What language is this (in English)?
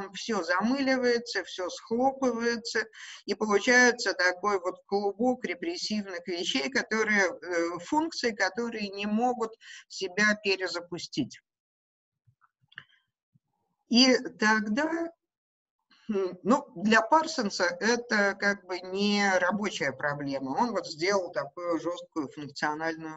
Russian